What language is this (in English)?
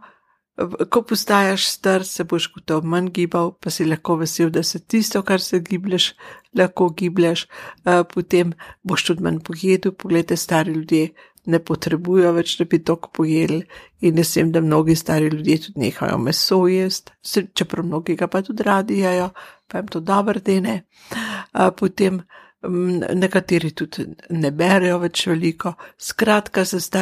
Slovenian